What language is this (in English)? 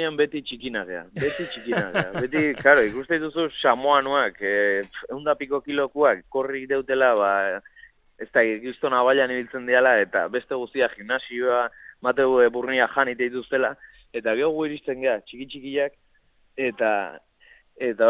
Basque